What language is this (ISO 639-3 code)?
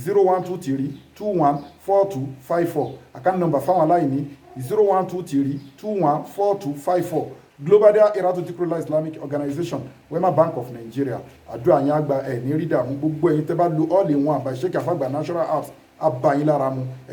yor